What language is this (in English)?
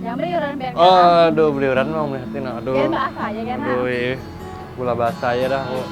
Banjar